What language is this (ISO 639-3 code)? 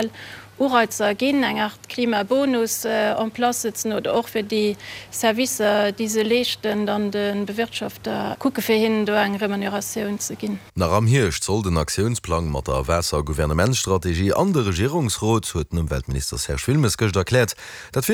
ltz